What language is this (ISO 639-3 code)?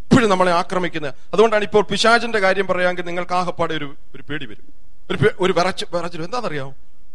mal